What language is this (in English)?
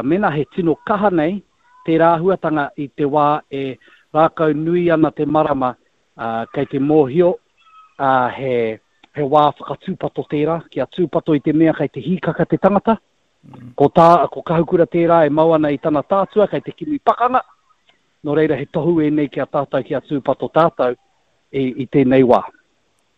Māori